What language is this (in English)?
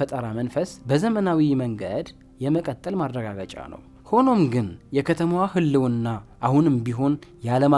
Amharic